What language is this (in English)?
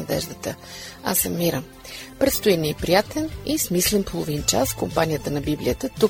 Bulgarian